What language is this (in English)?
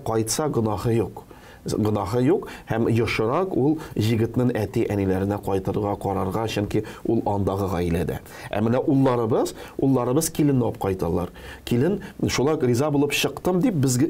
Tatar